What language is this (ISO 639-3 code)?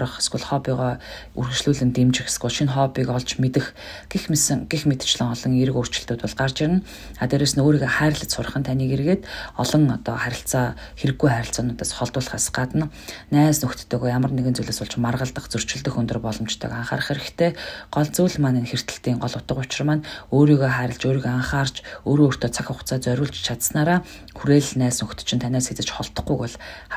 mon